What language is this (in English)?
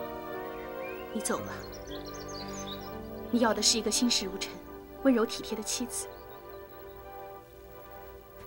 Chinese